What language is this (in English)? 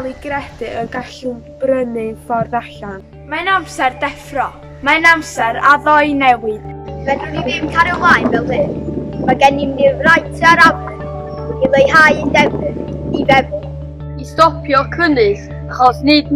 Welsh